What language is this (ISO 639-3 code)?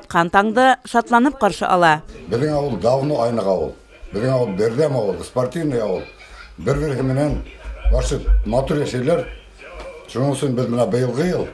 bak